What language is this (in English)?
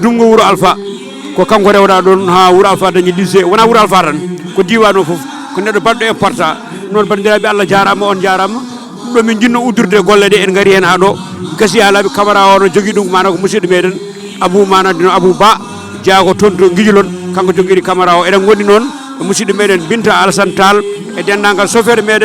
Fula